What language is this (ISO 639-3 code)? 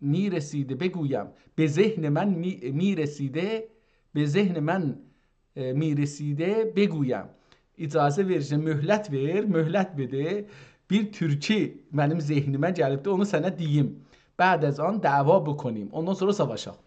azb